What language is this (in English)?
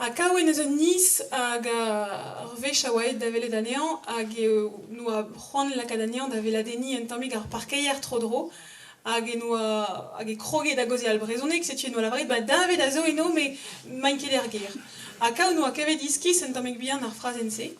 Breton